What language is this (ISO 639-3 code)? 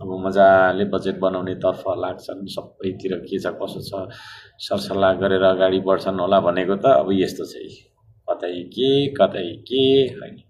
nep